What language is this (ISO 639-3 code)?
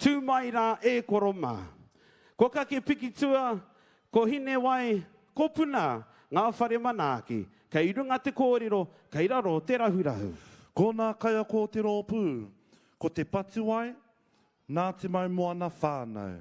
mri